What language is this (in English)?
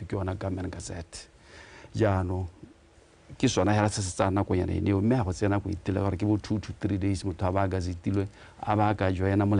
Tswana